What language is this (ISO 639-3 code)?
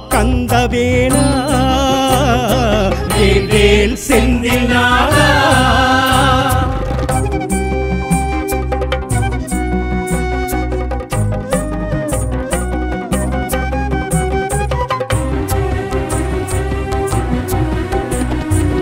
tam